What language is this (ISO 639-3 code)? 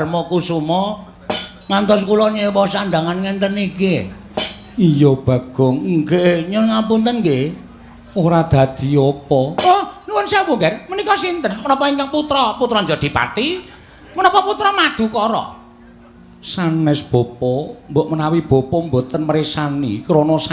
jav